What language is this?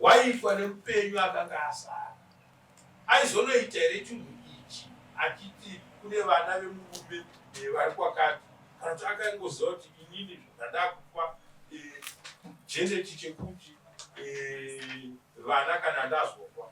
Shona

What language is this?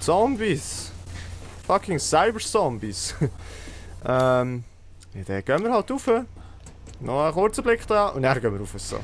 Swiss German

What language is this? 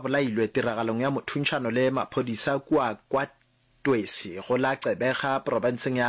Northern Sotho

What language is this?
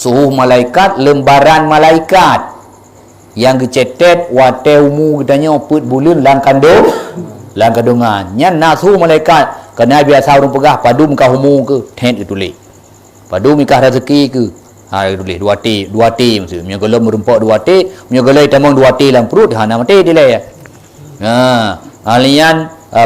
Achinese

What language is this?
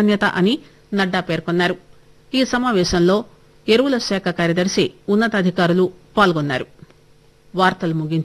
Telugu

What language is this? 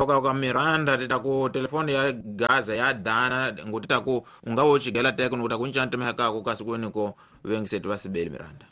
Tsonga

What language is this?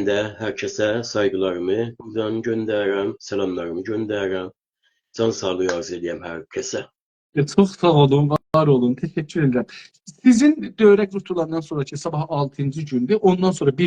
South Azerbaijani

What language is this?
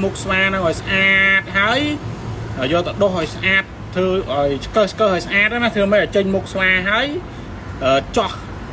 Khmer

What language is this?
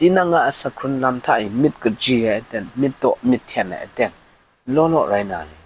Kachin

